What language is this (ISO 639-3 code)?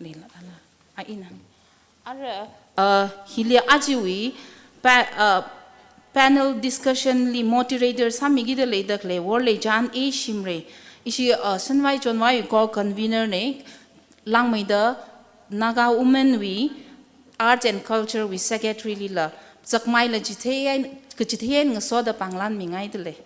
nmf